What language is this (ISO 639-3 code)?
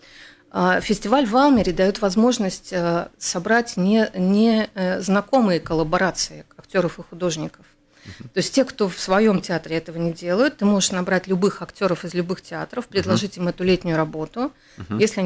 rus